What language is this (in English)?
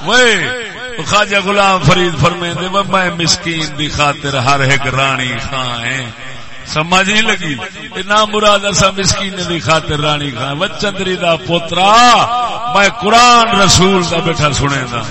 Saraiki